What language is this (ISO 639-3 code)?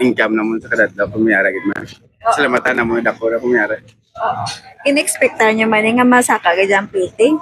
hil